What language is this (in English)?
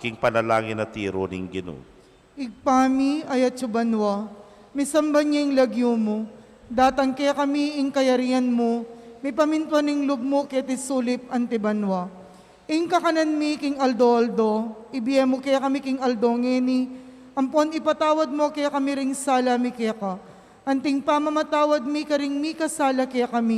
Pampanga